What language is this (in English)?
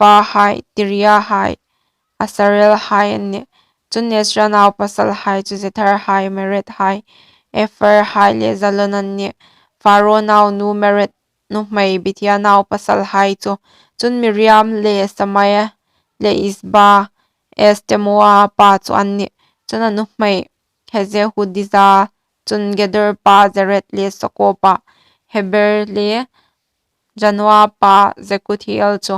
Hmar